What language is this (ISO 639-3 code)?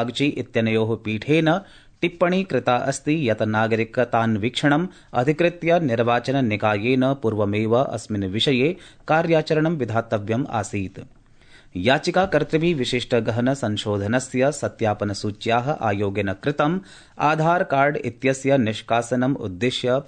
san